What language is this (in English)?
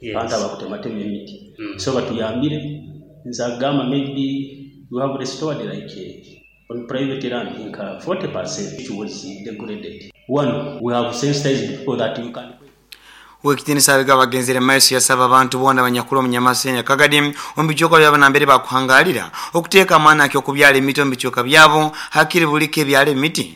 Nyoro